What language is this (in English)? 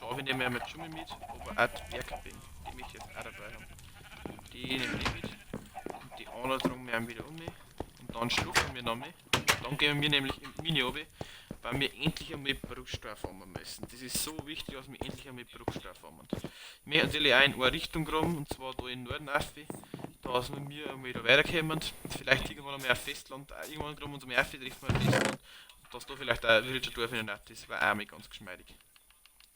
Bavarian